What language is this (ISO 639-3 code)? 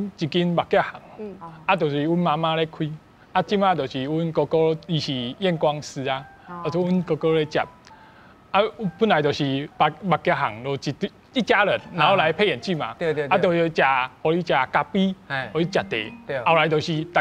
nan